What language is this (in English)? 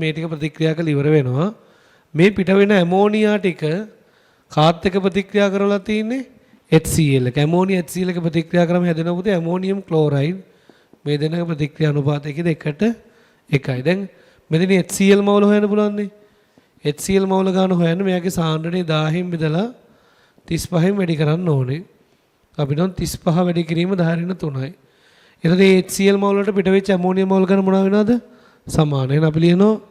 Sinhala